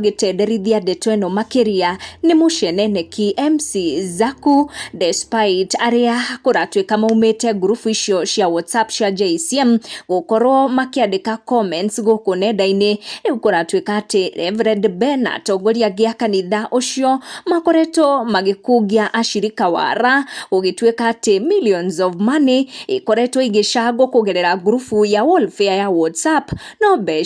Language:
Kikuyu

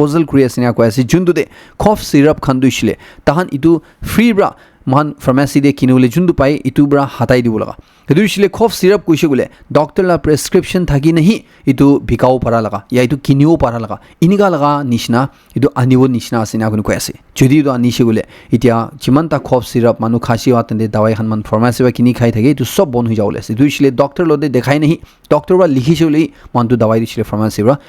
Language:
Naga Pidgin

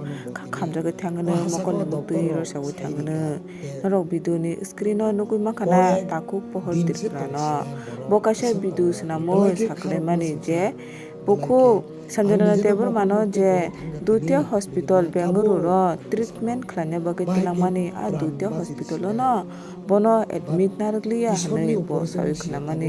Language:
Kok Borok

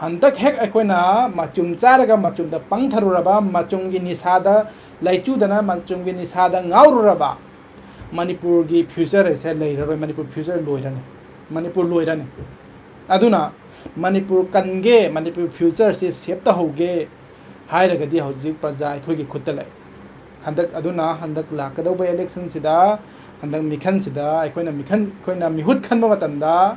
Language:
Manipuri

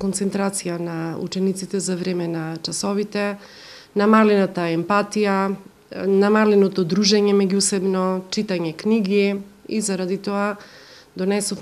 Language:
Macedonian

